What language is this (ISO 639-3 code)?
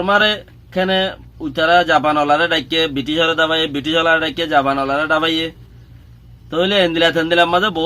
rhg